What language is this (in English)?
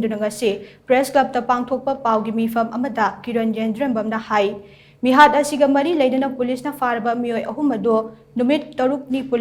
Manipuri